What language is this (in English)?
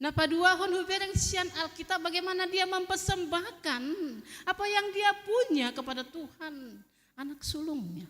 Batak Toba